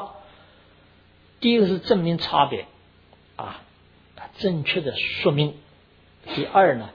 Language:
Chinese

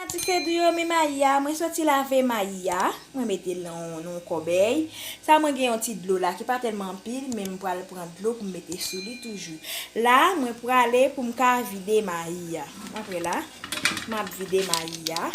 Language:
Haitian Creole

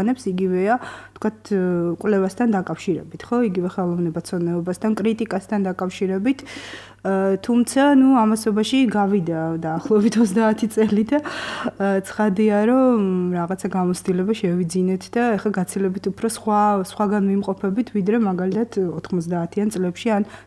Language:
Georgian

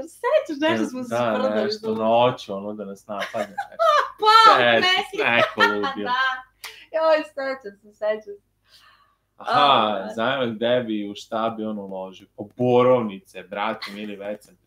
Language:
Serbian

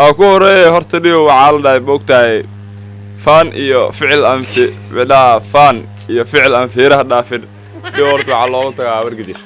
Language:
Somali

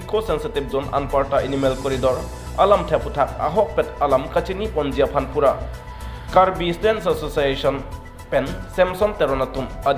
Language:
Karbi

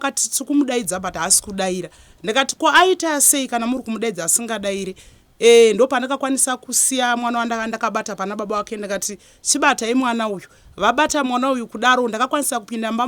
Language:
Shona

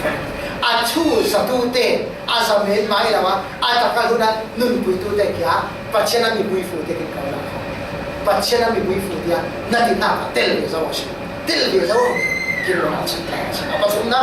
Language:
Falam Chin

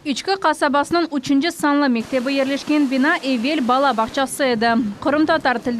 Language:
Crimean Tatar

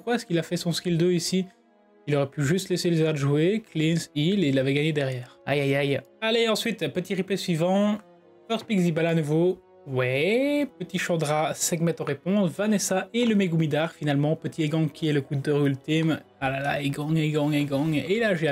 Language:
French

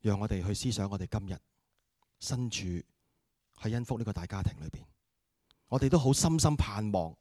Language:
Cantonese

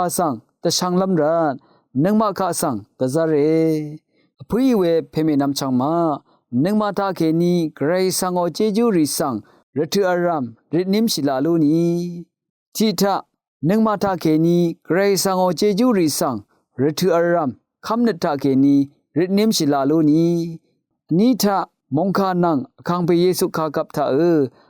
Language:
Rawang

